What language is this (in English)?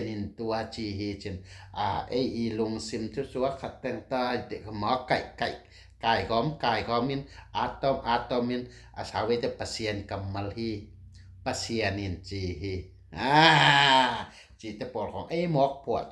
Tedim Chin